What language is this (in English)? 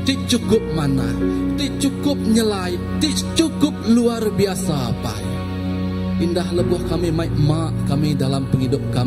Iban